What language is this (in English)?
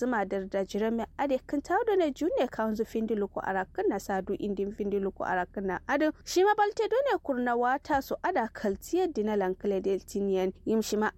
Kanuri